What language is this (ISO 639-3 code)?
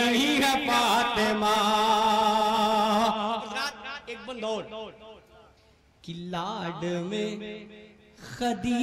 hin